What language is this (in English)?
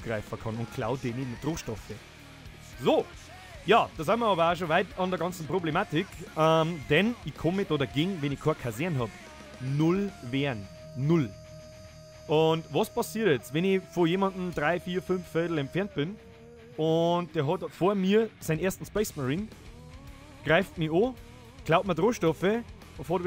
Bavarian